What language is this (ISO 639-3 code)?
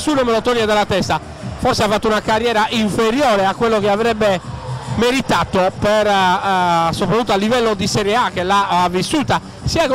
ita